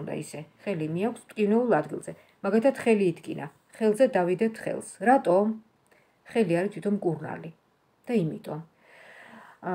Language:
Georgian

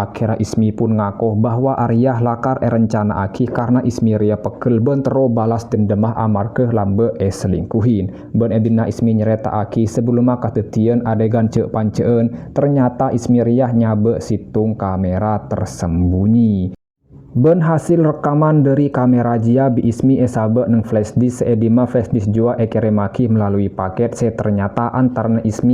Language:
Madurese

